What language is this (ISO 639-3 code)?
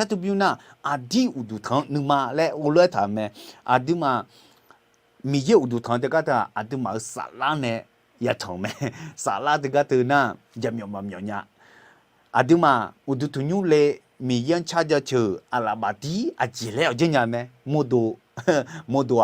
ahk